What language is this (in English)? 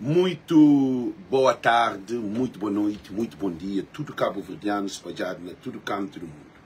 Kabuverdianu